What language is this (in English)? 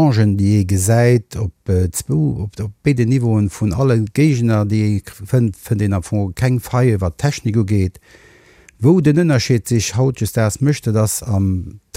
Luxembourgish